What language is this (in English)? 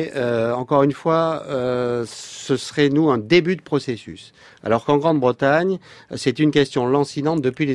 French